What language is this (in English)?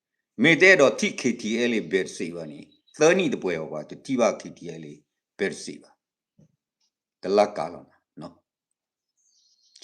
S'gaw Karen